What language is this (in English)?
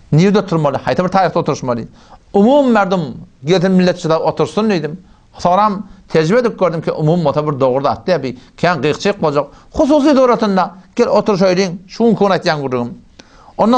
Turkmen